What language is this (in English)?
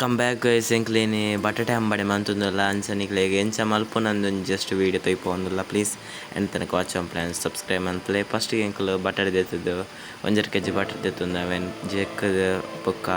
Tulu